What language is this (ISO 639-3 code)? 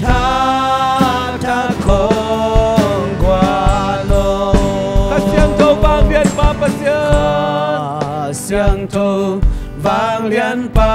ctd